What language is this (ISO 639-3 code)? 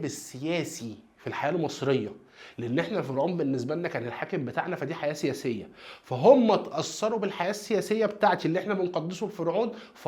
arz